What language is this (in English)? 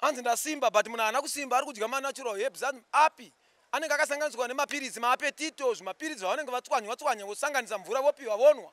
Shona